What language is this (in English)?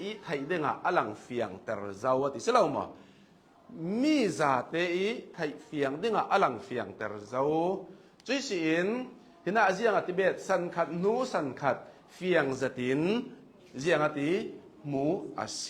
Hakha Chin